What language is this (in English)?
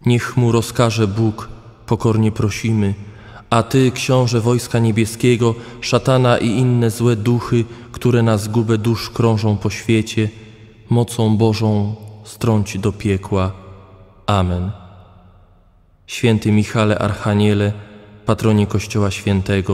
Polish